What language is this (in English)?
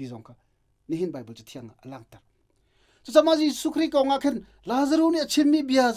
Hakha Chin